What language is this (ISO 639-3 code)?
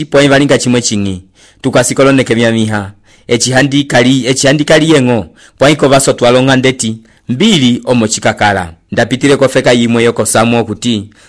umb